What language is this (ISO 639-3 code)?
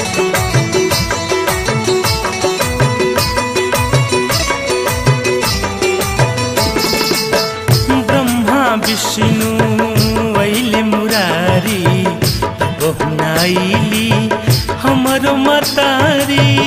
bho